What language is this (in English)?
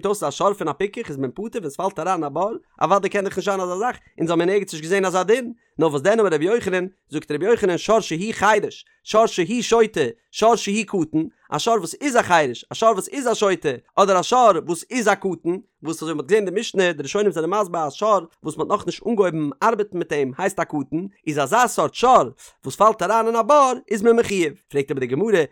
Yiddish